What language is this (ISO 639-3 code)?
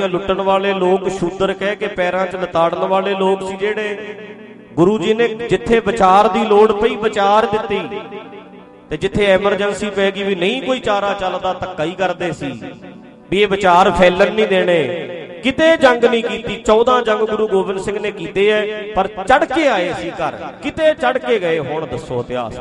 pan